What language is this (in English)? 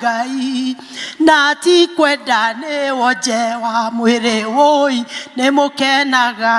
Kikuyu